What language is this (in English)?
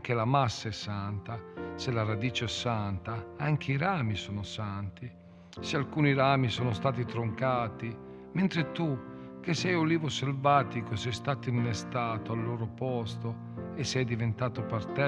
Italian